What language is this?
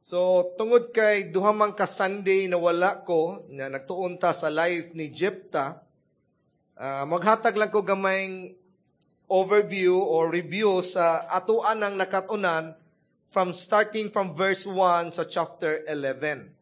Cebuano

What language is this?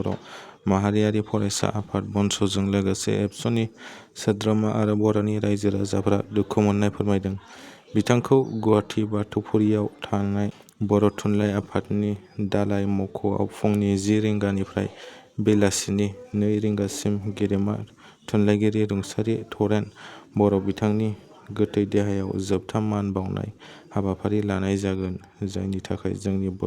Bodo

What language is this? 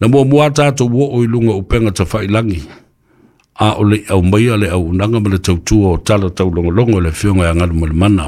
Samoan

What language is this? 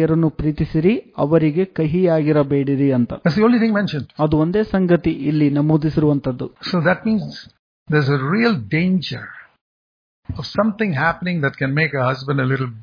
Kannada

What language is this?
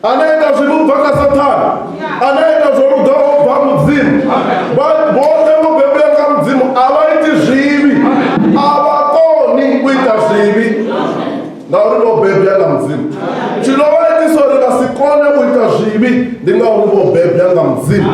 Venda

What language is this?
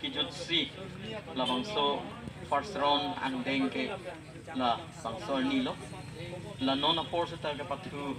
Karbi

